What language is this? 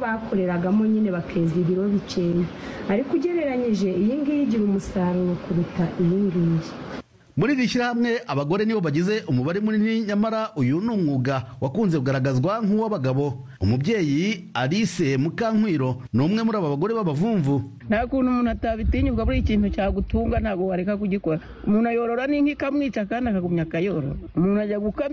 Kinyarwanda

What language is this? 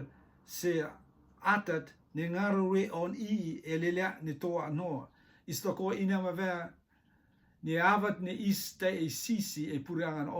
Rotuman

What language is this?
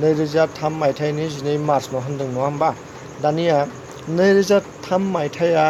Bodo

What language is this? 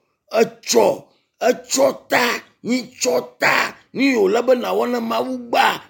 Ewe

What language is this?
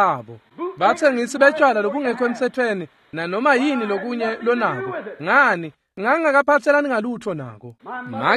Swati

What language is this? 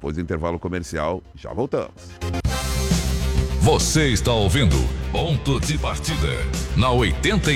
Portuguese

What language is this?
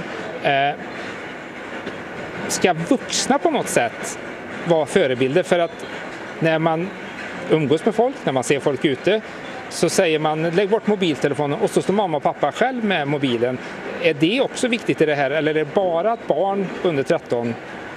Swedish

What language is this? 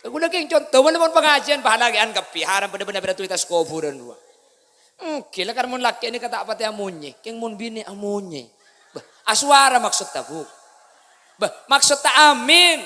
Madurese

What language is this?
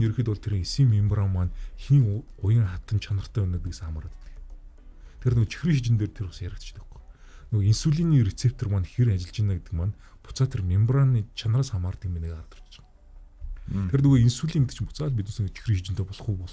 Mongolian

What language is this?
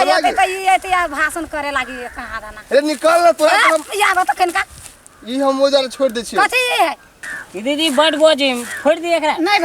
Maithili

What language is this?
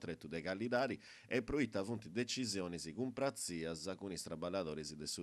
Sardinian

